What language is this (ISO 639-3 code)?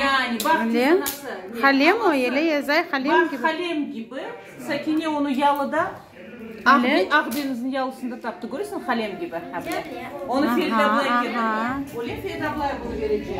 crh